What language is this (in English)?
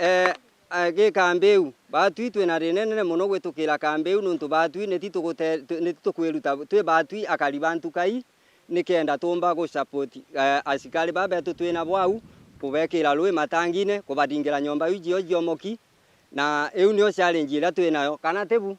Meru